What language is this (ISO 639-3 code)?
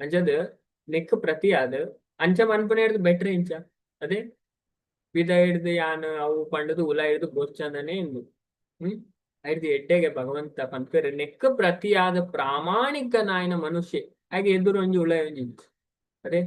tcy